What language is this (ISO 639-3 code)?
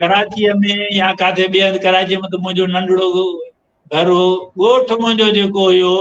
snd